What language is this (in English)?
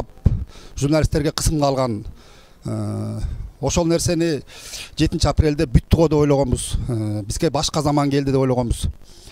Kyrgyz